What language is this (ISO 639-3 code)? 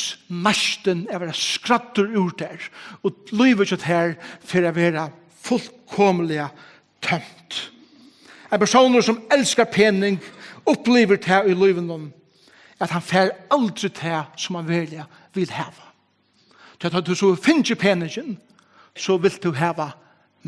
fao